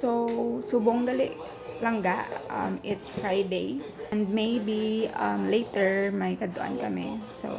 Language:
Hiligaynon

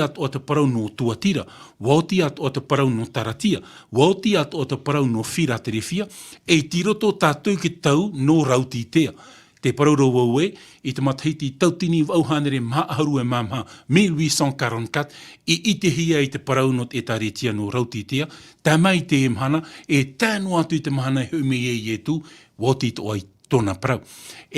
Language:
Tahitian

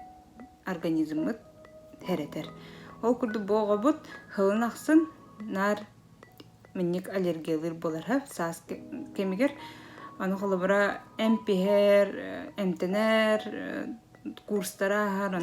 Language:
Yakut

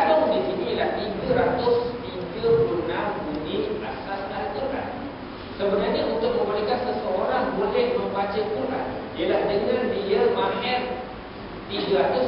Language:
Malay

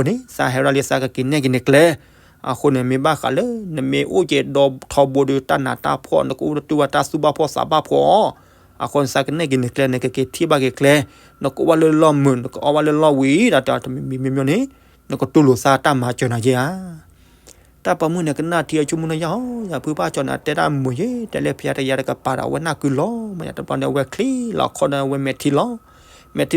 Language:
S'gaw Karen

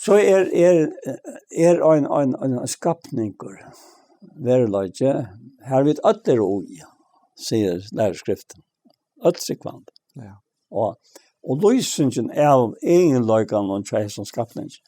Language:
Faroese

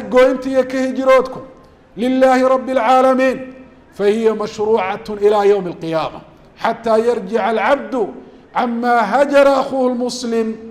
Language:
Somali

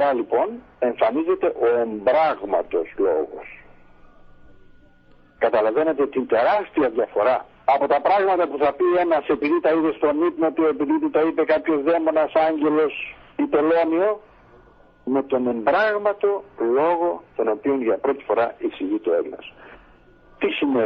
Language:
Greek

